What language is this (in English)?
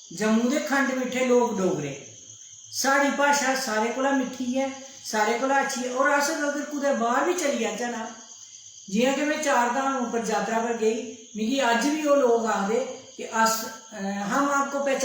Dogri